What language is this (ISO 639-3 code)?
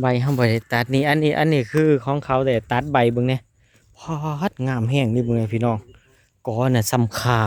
tts